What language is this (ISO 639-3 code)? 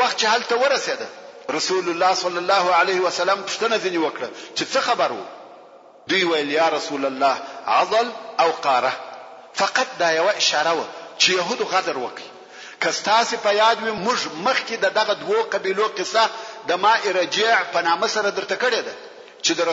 pus